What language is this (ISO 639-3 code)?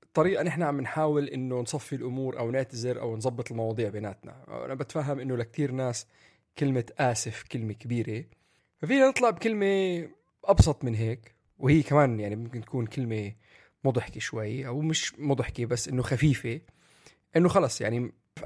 apc